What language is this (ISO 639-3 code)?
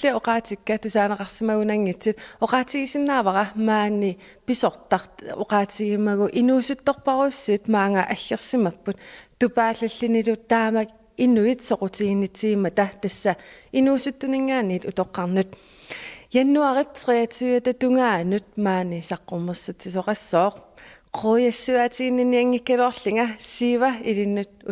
kal